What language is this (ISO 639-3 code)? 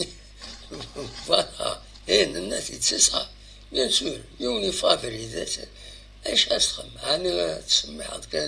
kab